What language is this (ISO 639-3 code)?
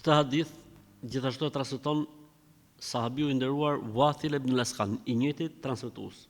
sqi